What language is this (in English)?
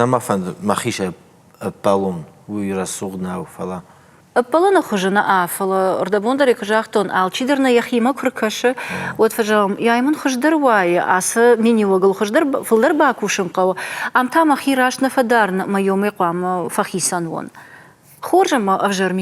Ossetic